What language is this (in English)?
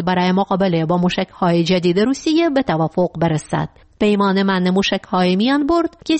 Persian